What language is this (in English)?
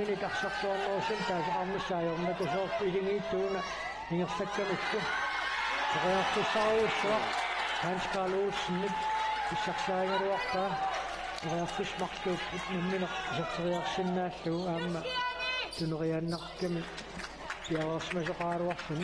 Kalaallisut